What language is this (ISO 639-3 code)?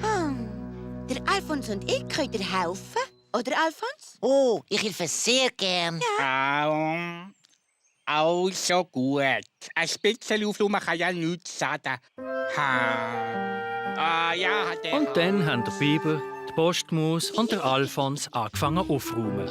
gsw